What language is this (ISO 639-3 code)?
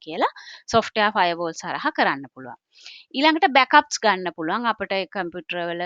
sin